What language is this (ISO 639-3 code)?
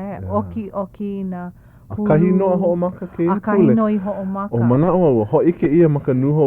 haw